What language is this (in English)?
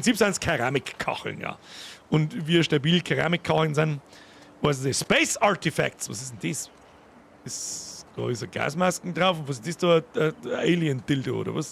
Bavarian